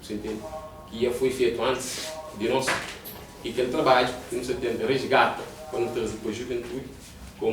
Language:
Kabuverdianu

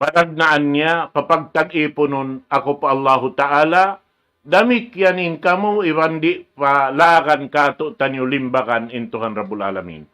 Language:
Tausug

